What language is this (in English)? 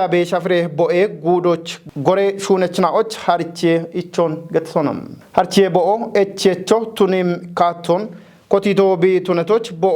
Kafa